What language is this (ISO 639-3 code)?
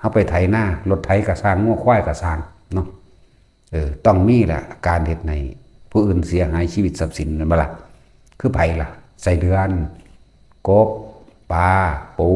lao